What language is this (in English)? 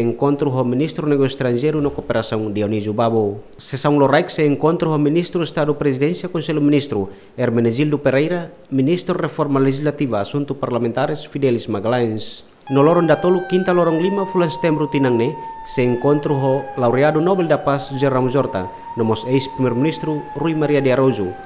Tetum